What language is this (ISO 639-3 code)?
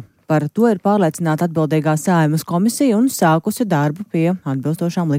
lav